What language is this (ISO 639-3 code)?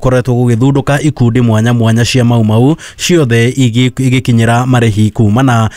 kik